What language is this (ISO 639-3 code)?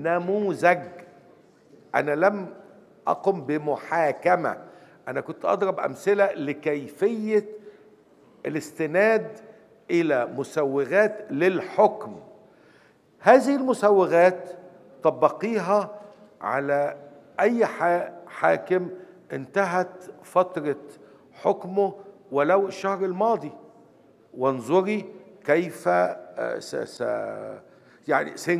ara